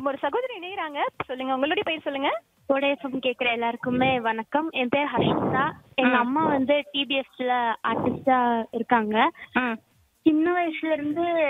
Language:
Tamil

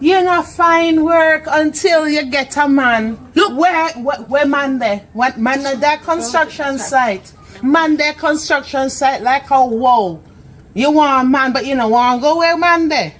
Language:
Jamaican Creole English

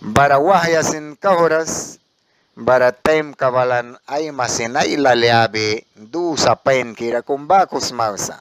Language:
Mískito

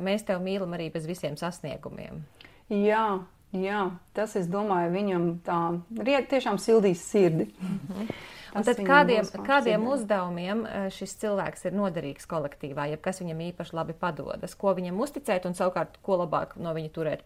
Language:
Latvian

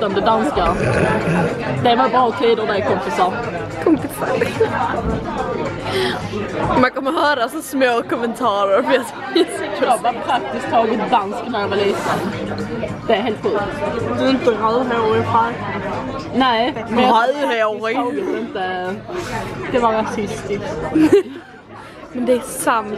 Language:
Swedish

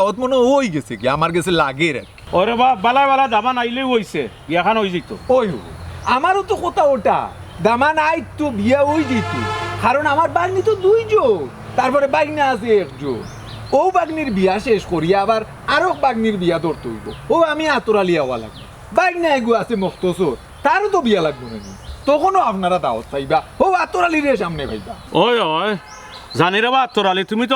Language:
Sylheti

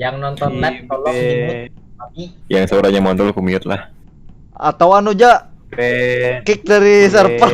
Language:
Banjar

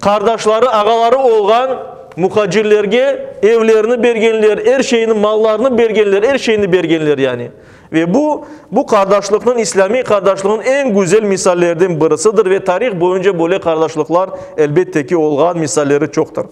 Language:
Crimean Tatar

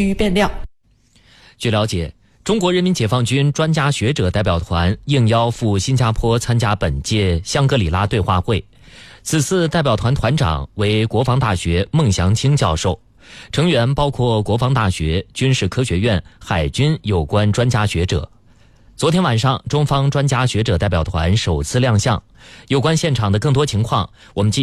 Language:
Chinese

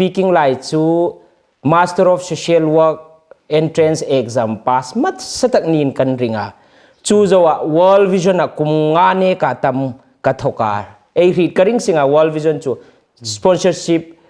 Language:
Hmar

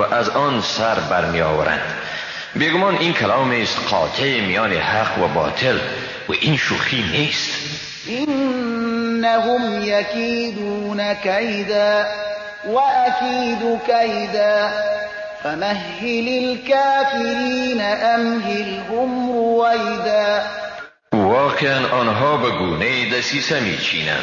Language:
Persian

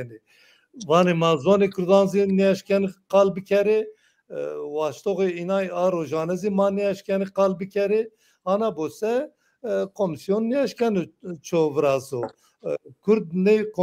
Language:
Zaza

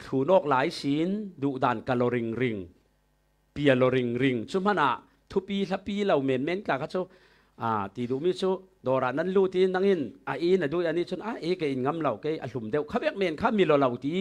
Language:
Falam Chin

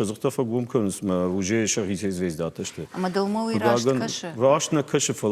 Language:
Ossetic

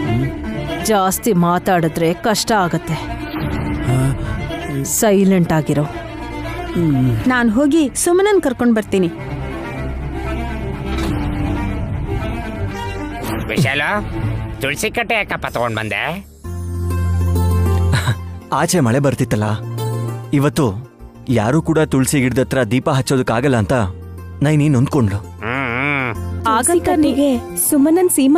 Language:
Kannada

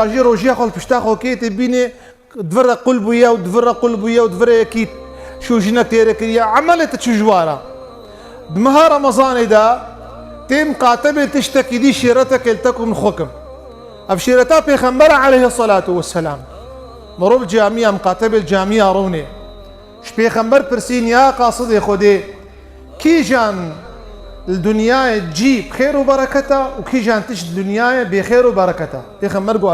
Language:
Kurdish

